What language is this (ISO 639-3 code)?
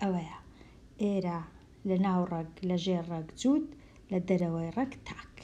ckb